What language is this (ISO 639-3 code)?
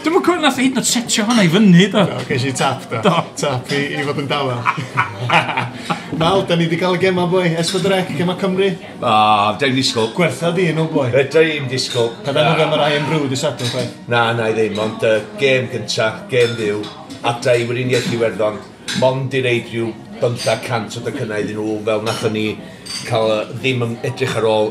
cym